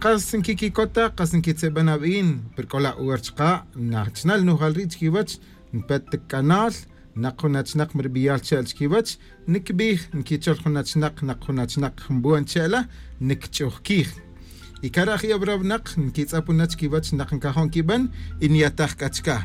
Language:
Kaqchikel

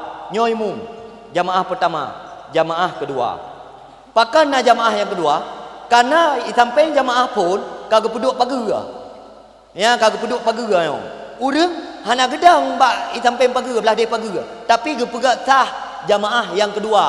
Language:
Achinese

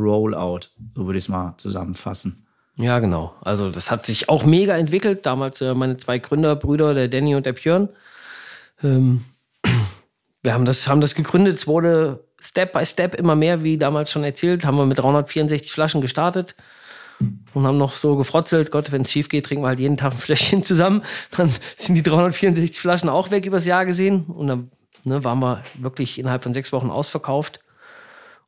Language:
German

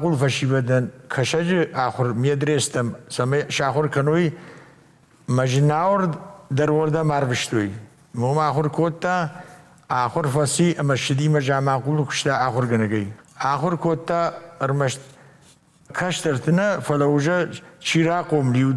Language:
Ossetic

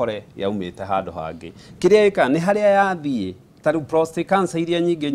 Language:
Kikuyu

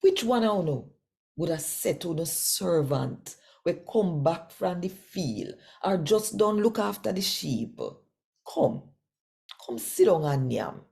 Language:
Jamaican Creole English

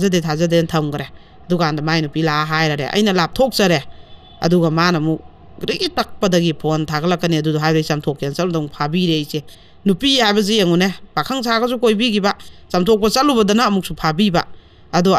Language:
Manipuri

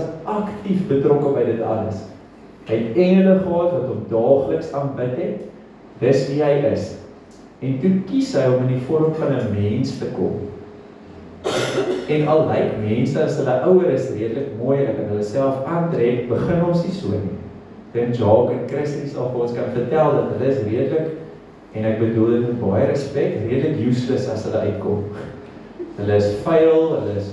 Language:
Afrikaans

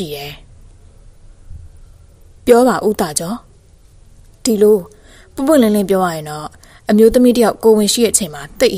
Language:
Burmese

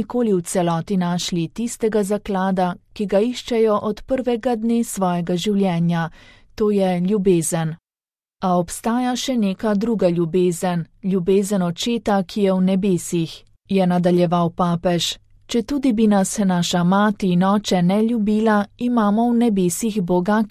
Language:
Slovenian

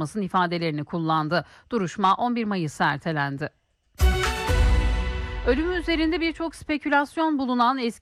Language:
Turkish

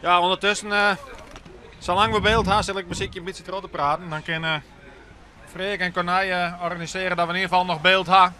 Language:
Western Frisian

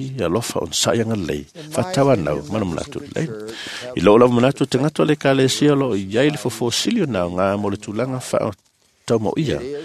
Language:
Samoan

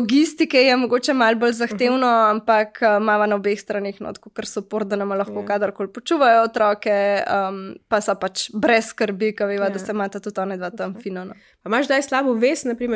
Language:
Slovenian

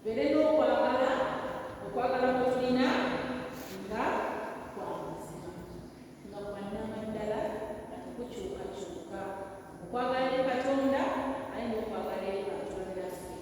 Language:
Ganda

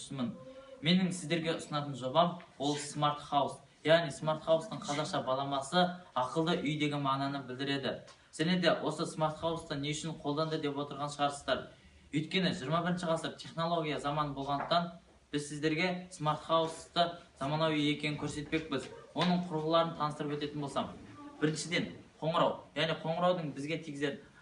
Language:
Kazakh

